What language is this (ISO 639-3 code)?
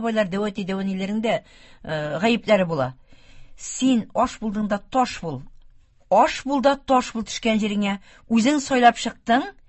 tat